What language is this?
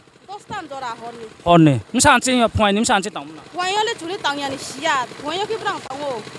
Riang (India)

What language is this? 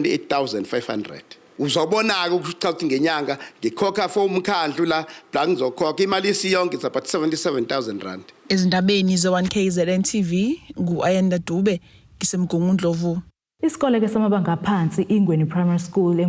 Zulu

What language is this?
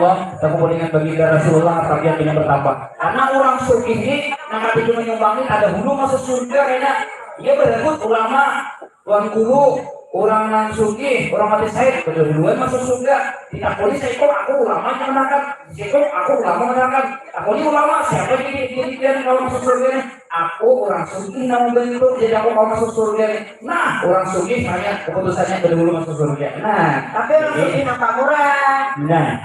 Banjar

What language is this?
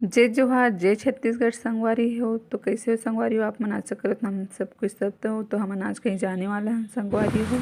Chhattisgarhi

